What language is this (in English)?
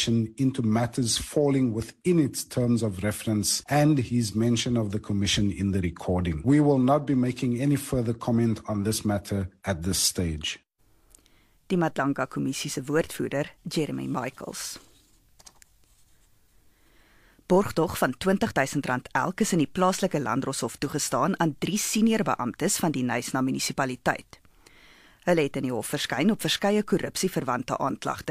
Afrikaans